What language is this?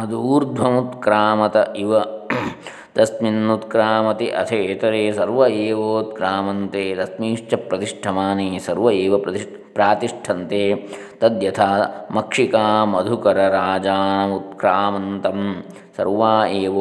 Sanskrit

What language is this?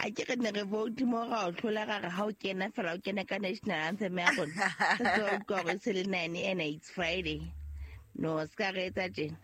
Southern Sotho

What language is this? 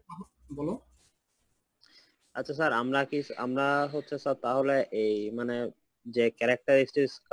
Bangla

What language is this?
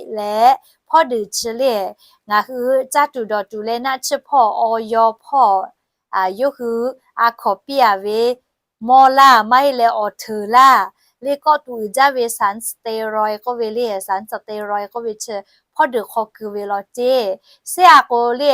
Lahu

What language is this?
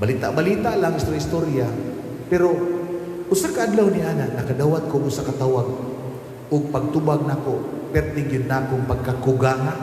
Cebuano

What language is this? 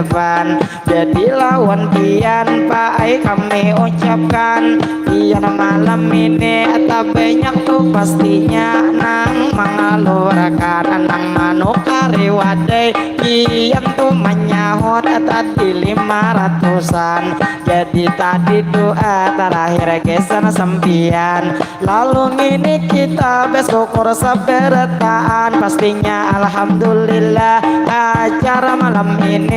Banjar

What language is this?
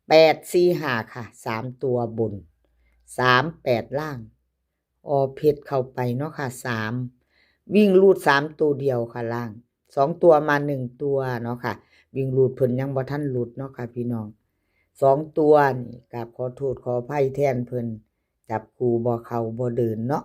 Northeastern Thai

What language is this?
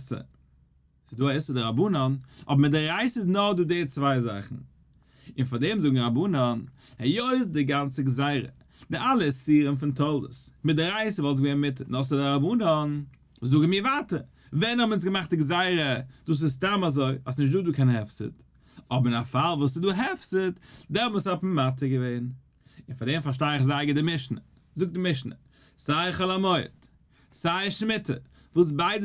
Yiddish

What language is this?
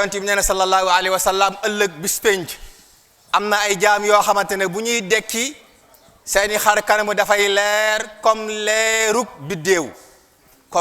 Wolof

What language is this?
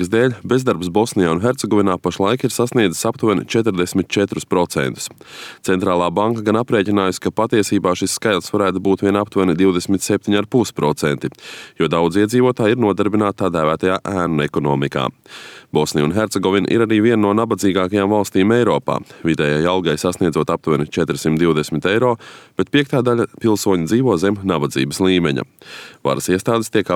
Latvian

